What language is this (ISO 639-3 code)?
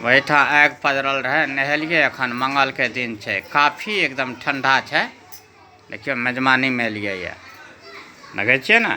mai